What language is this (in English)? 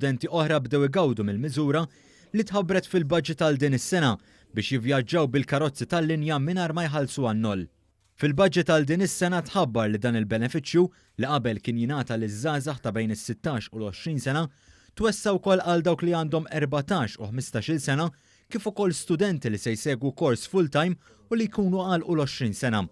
Maltese